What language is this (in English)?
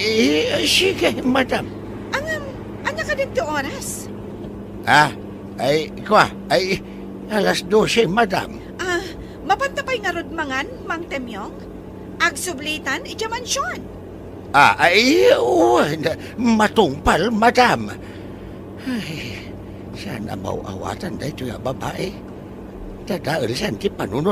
Iloko